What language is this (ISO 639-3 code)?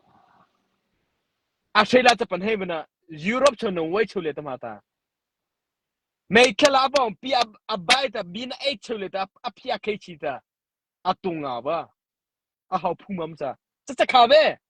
mrh